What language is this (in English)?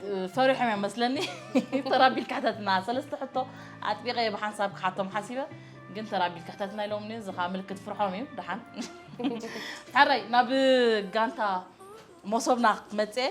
Tigrinya